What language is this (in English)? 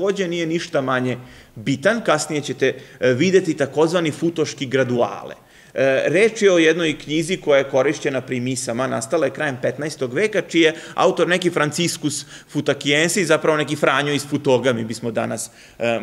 Serbian